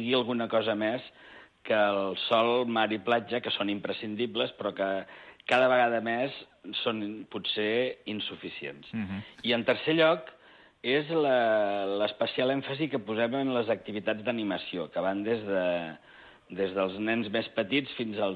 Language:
Catalan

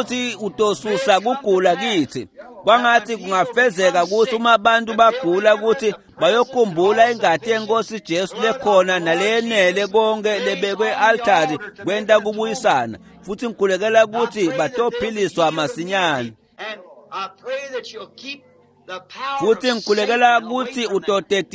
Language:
Swati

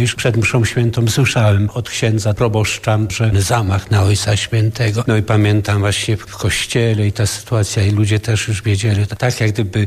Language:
Polish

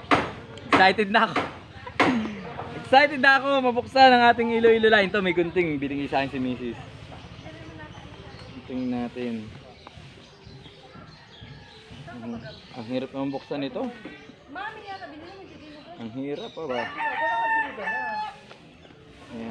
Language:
Filipino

